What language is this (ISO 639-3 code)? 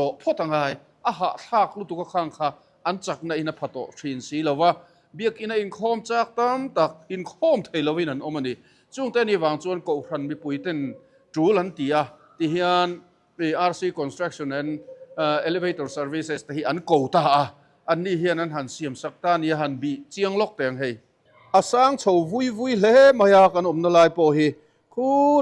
lus